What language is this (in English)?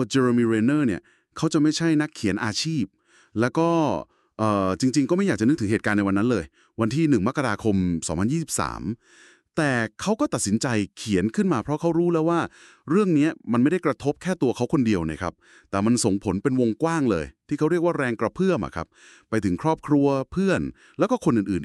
Thai